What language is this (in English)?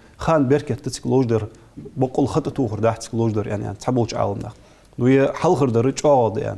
Ingush